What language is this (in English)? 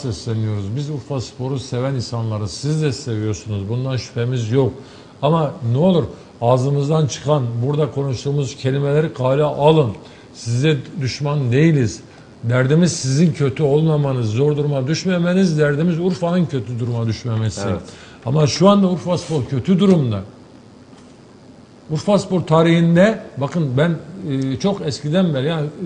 Turkish